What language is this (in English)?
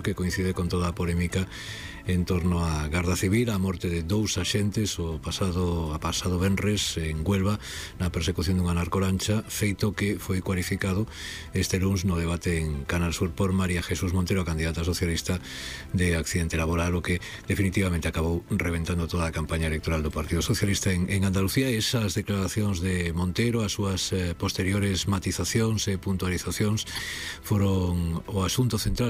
Galician